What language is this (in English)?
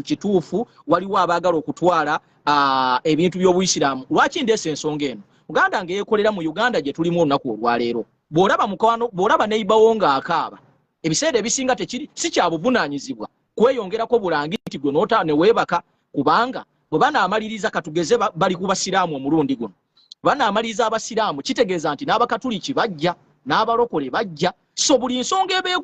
Ganda